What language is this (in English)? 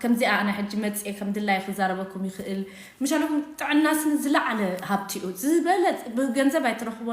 Tigrinya